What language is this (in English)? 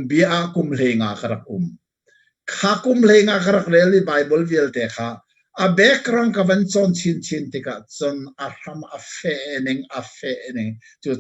Hakha Chin